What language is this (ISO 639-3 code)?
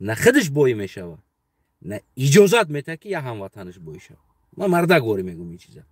tgk